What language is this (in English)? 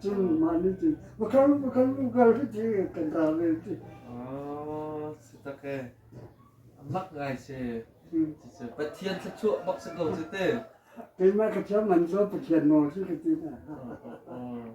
Hakha Chin